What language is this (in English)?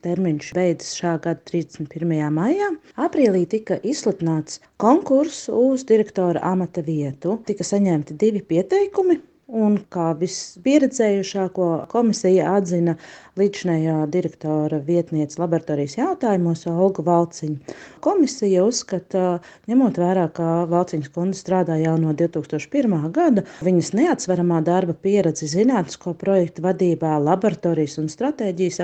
Latvian